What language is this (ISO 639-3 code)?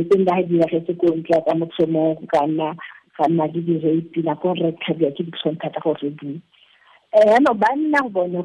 tsn